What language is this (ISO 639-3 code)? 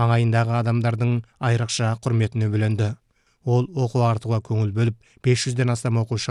kaz